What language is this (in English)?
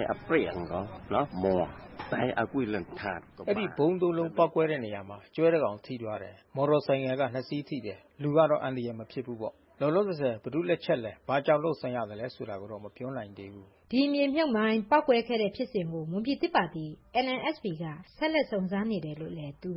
Burmese